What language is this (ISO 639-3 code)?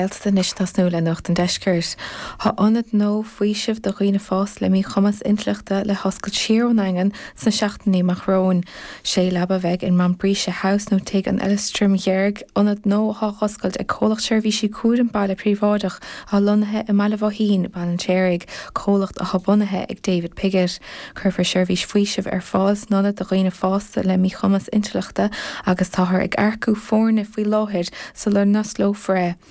gle